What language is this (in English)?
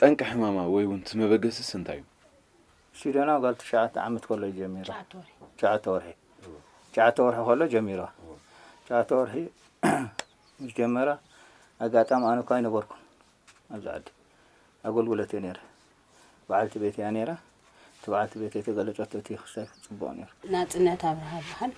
Tigrinya